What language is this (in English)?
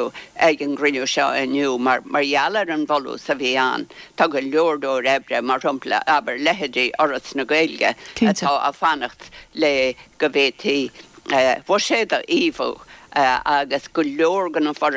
Irish